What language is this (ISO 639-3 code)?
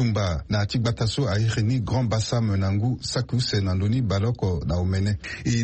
sag